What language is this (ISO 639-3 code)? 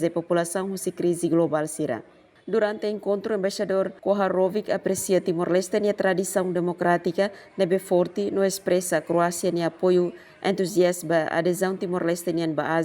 tet